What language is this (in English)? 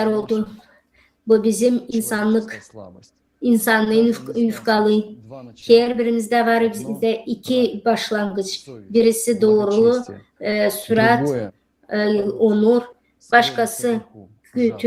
Gagauz